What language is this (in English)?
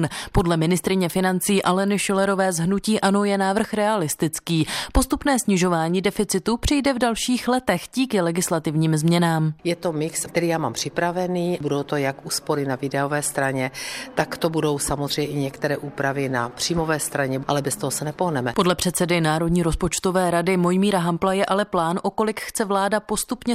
Czech